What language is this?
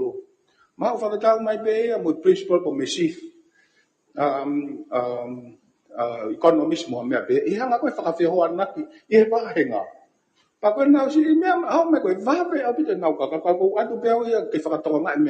Tongan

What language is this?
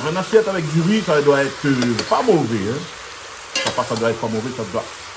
Réunion Creole French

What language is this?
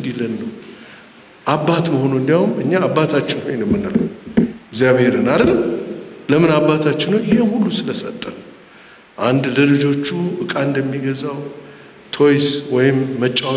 Amharic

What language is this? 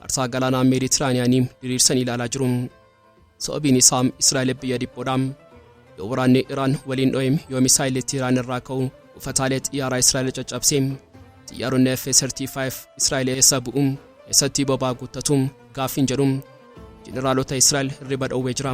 Oromo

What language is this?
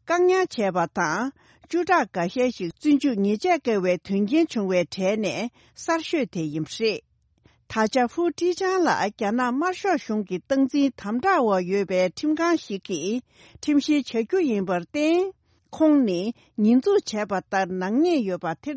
Tibetan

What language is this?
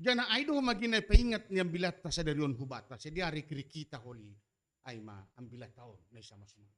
Batak Simalungun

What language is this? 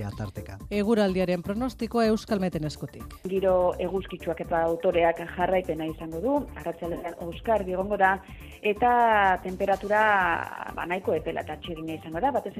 Basque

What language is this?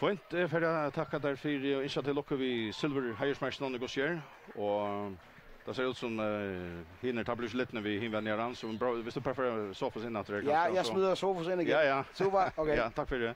Faroese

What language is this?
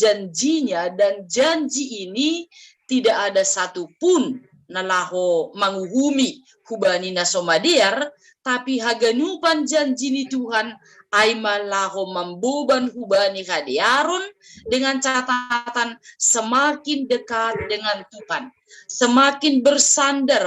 Batak Simalungun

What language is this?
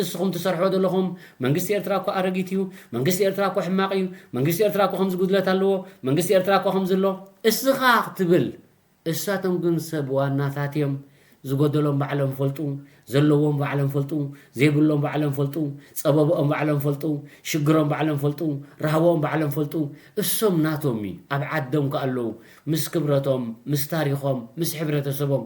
Tigrinya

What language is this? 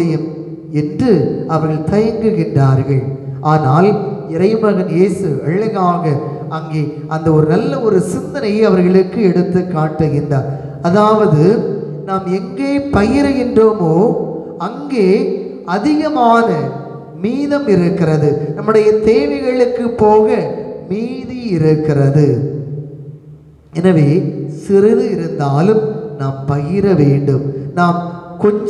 Tamil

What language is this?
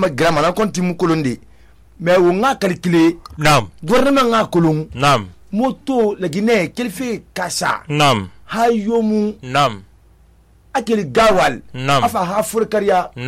Susu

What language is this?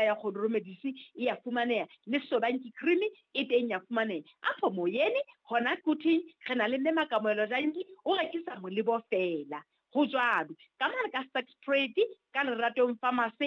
Southern Sotho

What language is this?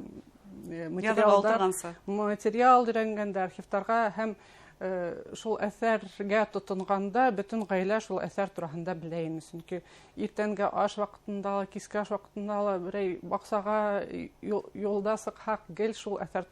Bashkir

